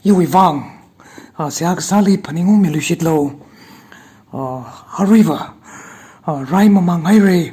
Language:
Tangkhul Naga (India)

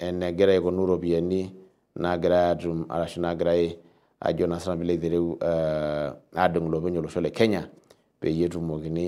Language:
Masai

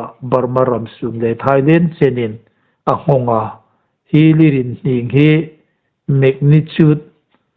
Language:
Hmar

